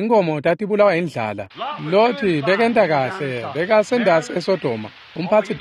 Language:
Swati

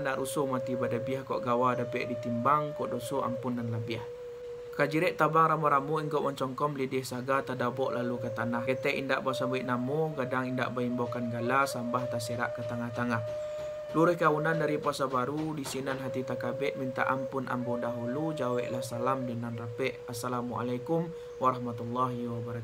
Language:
Minangkabau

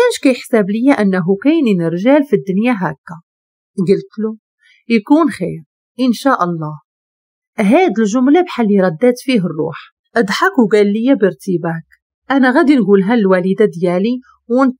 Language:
Moroccan Arabic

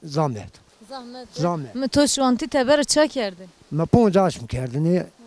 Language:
Zaza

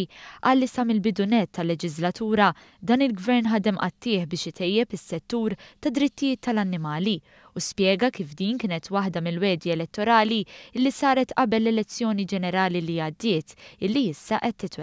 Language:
Maltese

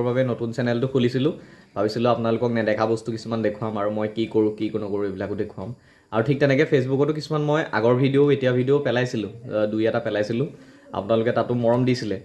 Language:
Assamese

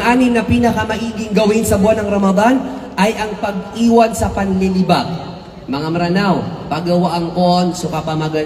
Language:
Maranao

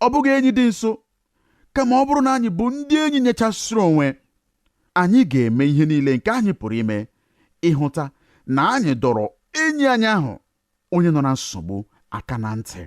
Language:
Igbo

